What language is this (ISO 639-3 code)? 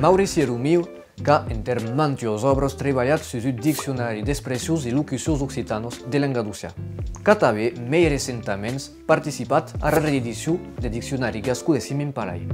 oci